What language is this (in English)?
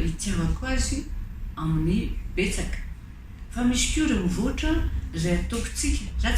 Malagasy